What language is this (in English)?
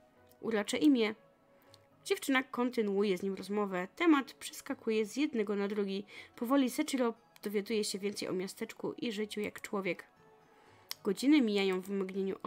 Polish